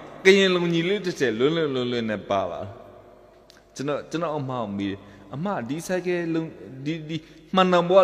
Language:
Burmese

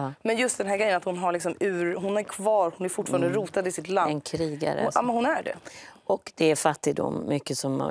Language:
Swedish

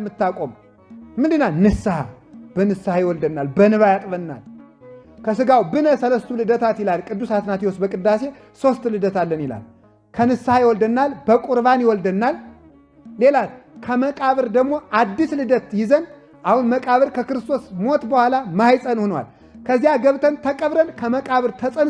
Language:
Amharic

